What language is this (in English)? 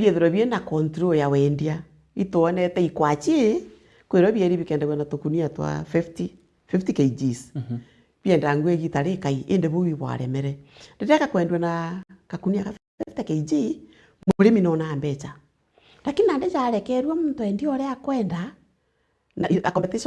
Meru